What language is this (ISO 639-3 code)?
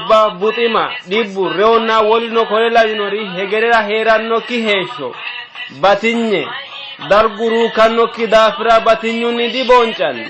sid